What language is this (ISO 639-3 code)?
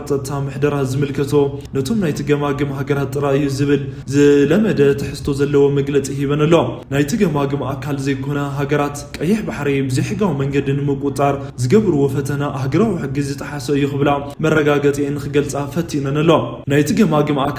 tir